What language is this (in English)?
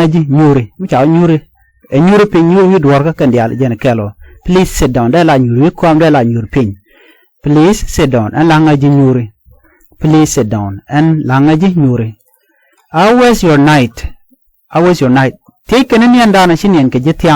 Nuer